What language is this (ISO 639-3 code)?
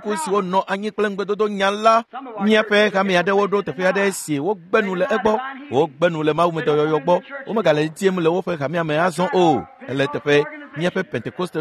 ewe